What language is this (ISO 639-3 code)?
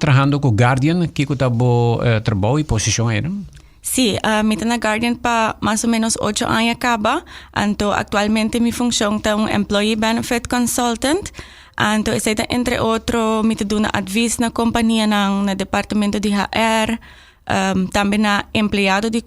pap